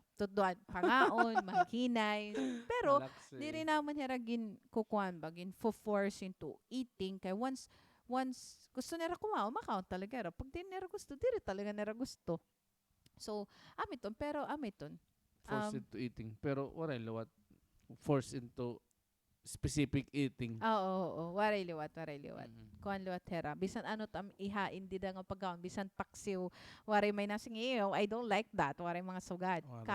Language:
Waray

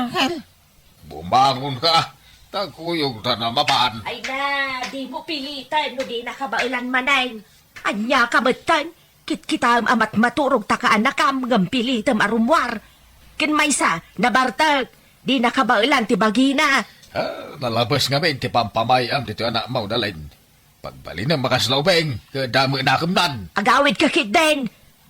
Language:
Iloko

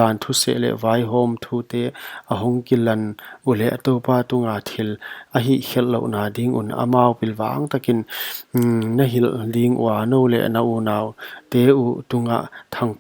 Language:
Paite Chin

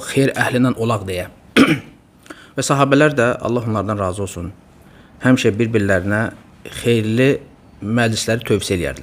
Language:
Azerbaijani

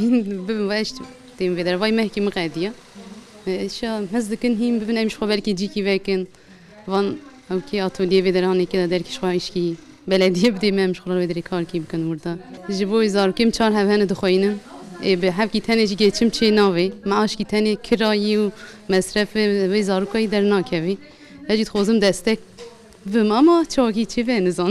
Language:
Kurdish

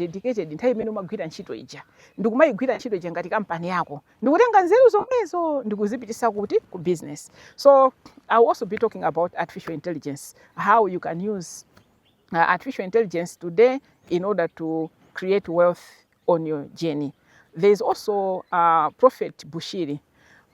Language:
Nyanja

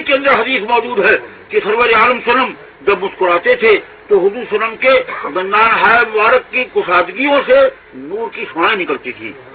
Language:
Urdu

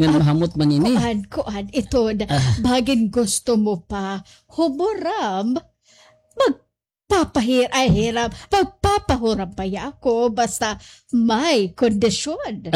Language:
Waray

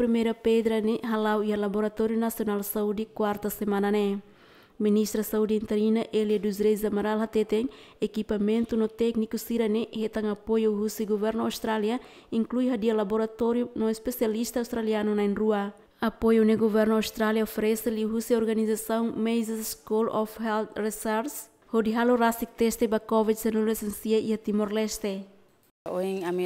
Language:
Tetum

